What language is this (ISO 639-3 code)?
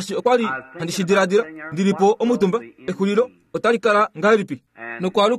kua